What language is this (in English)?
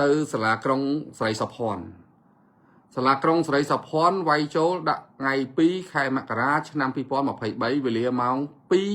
Khmer